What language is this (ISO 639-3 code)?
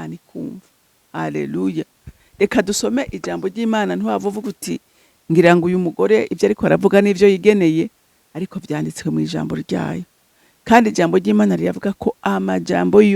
run